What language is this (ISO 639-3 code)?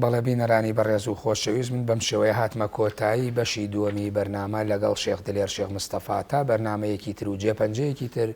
ckb